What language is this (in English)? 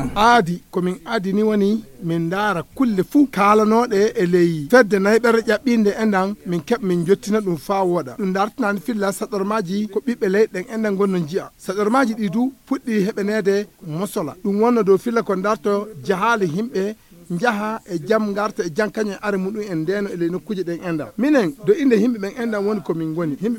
Nigerian Fulfulde